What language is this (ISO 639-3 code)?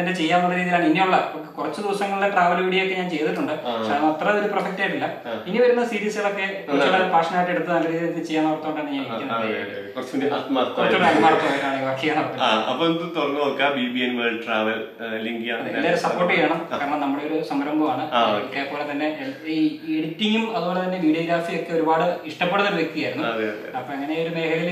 mal